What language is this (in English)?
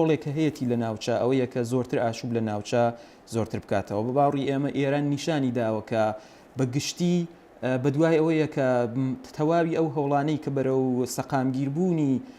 Central Kurdish